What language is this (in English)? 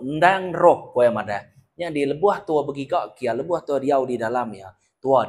Iban